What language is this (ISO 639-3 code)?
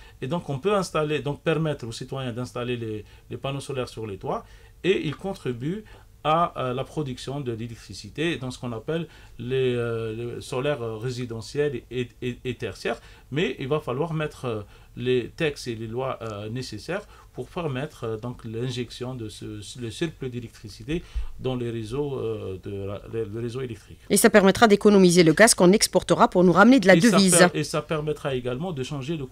fra